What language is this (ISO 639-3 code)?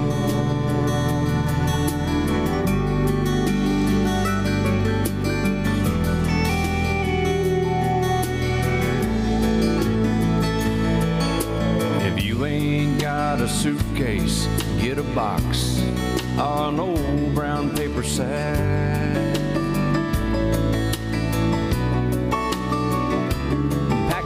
eng